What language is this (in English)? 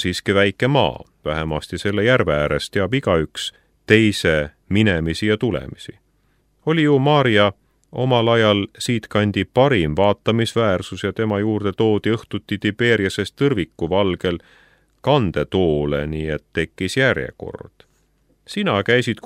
Estonian